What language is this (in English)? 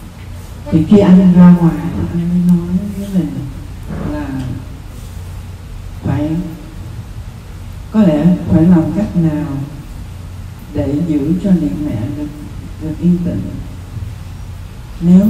Vietnamese